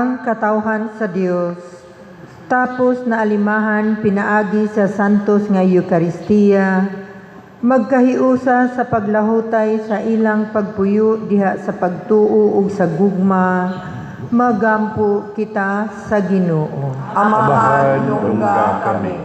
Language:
Cebuano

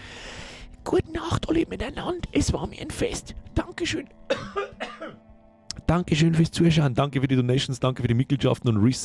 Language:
Bavarian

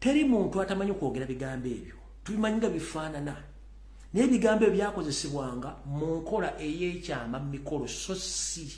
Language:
Ganda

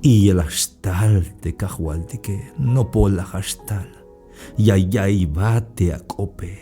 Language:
Tzeltal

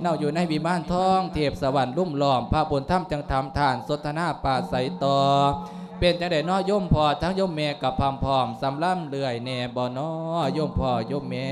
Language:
Lao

